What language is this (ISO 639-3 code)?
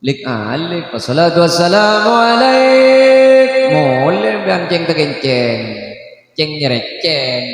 mad